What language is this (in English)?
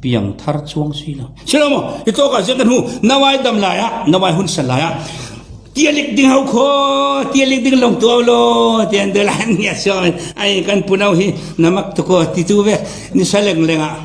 Falam Chin